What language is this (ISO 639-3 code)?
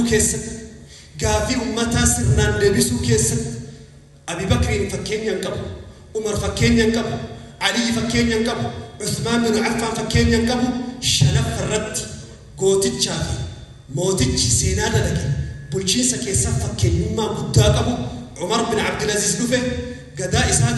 orm